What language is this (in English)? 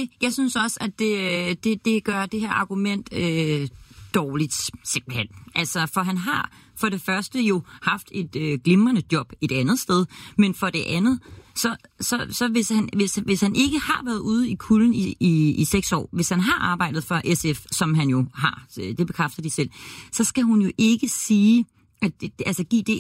Danish